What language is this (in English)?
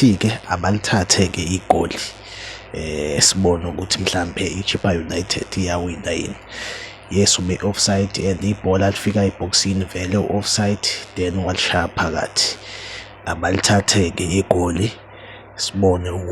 Zulu